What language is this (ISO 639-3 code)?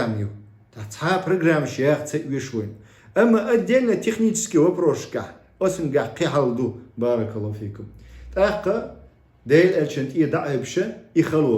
che